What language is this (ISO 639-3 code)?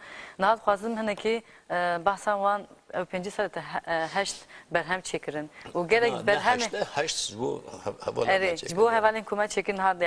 kur